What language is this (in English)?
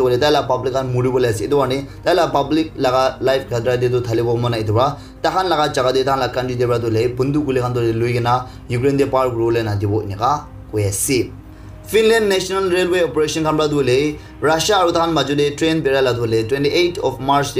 Naga Pidgin